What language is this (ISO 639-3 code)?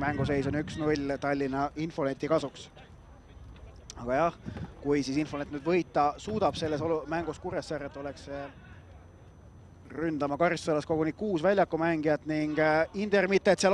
est